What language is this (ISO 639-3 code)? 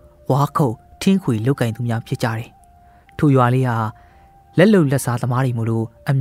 mya